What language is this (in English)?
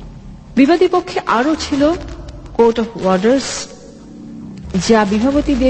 Bangla